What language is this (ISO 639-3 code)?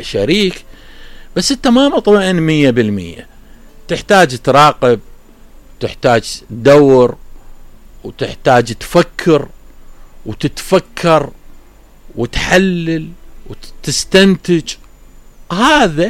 acm